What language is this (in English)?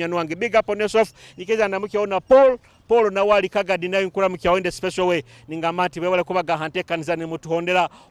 Nyoro